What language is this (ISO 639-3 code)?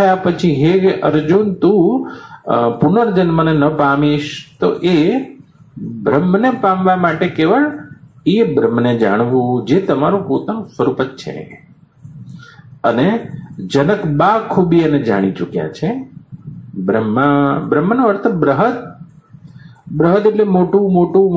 guj